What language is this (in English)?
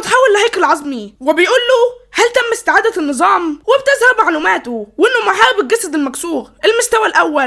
Egyptian Arabic